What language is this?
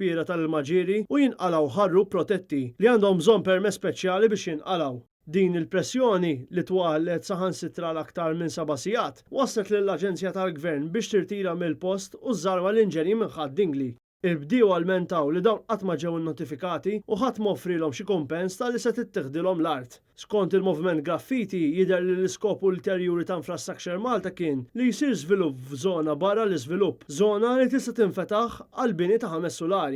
Maltese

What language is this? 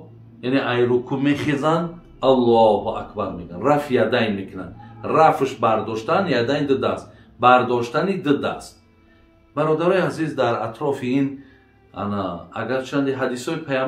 Tajik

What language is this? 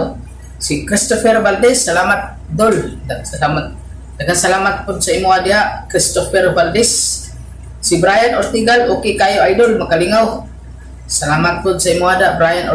Cebuano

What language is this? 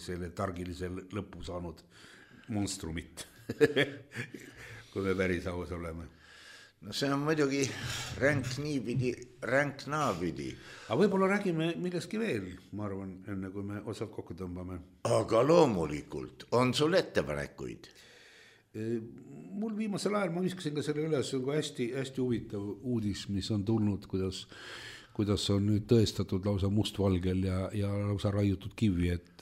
Estonian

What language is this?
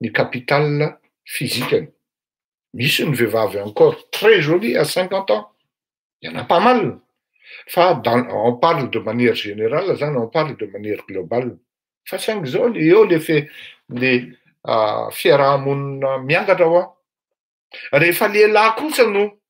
Malagasy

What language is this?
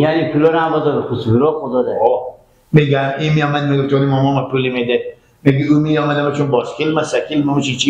Persian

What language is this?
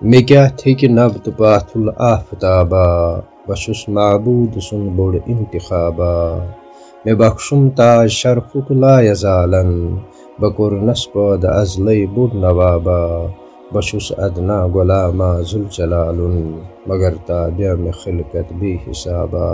Kashmiri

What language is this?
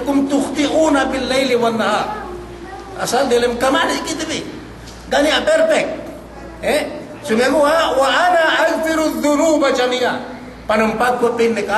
Yakan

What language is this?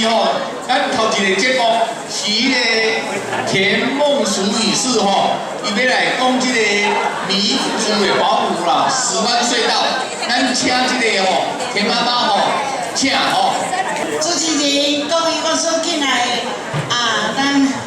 Min Nan Chinese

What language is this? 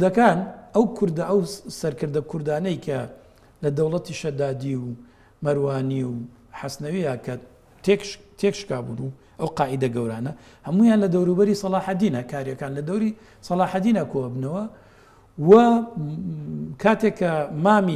Central Kurdish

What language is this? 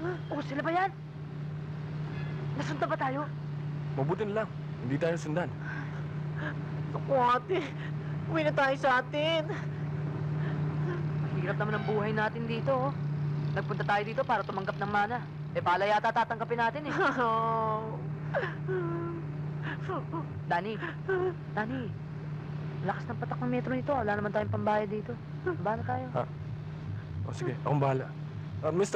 Filipino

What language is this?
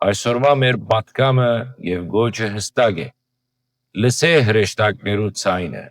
Western Armenian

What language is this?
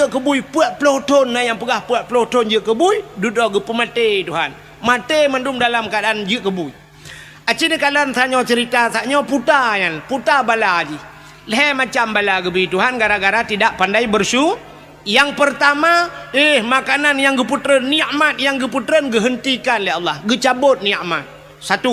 Achinese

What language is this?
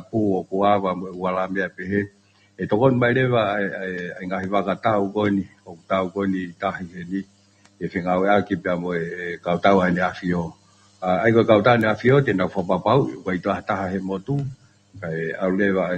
Tongan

